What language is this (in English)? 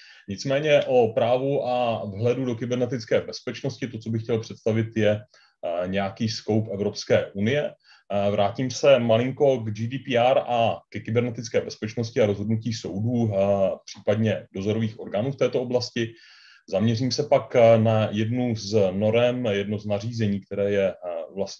Czech